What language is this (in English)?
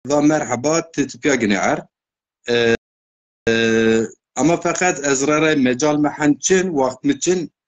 Zaza